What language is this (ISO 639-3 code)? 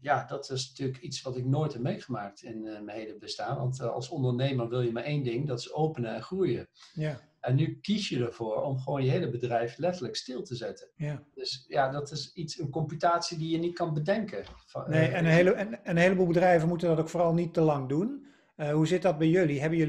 nld